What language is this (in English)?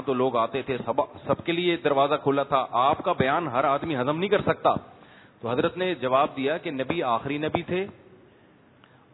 Urdu